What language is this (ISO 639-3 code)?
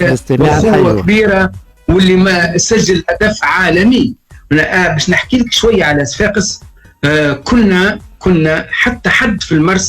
aeb